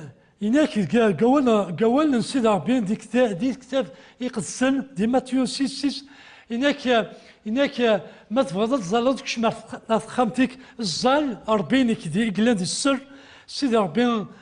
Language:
Kabyle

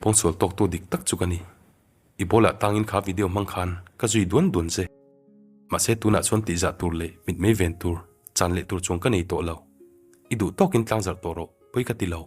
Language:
Mizo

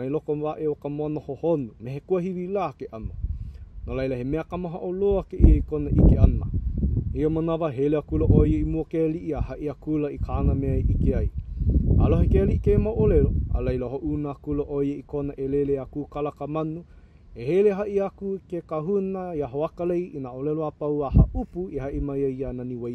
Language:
Hawaiian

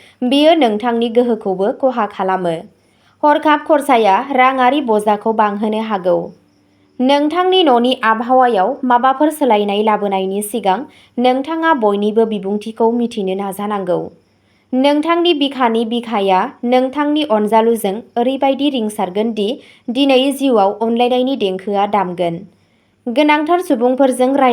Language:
Bodo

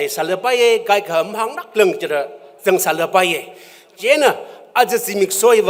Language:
Tangkhul Naga (India)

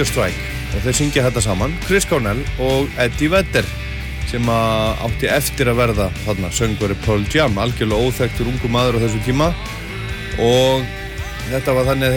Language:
Icelandic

